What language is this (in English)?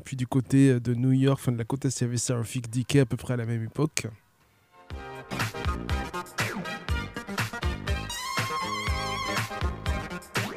French